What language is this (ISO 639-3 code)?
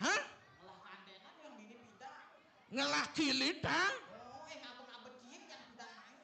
ban